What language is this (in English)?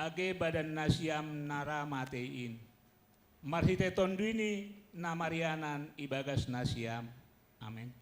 Batak Simalungun